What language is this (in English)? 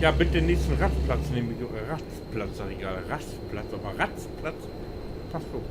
Low German